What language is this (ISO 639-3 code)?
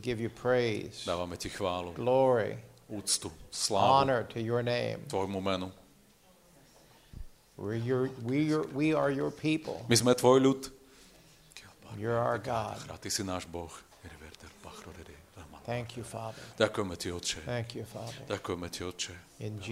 slk